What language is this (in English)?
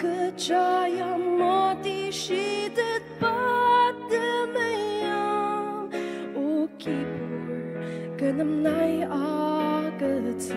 Ao Naga